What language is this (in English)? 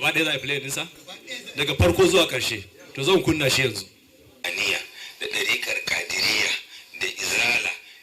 Hausa